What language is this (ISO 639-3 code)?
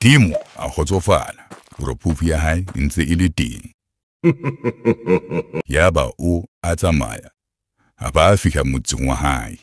sot